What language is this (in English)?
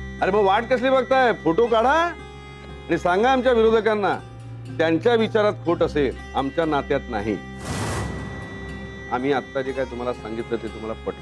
Marathi